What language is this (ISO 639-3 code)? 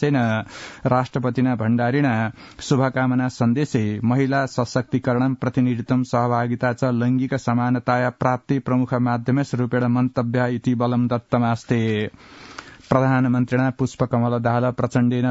san